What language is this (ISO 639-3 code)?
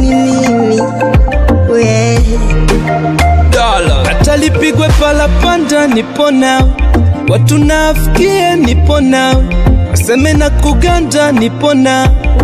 swa